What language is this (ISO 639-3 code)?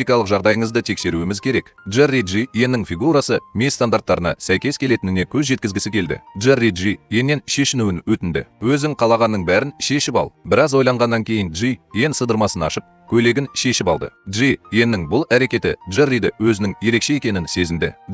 kaz